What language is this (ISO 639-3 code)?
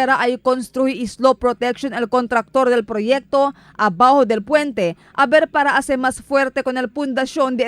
cbk